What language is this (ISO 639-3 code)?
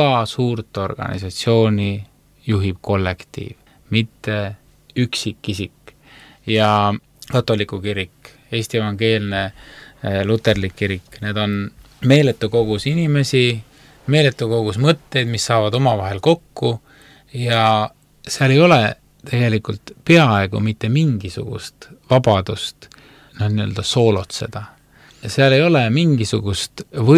est